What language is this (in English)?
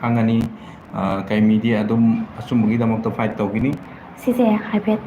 Manipuri